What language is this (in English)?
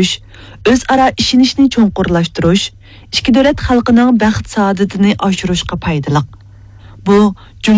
Uyghur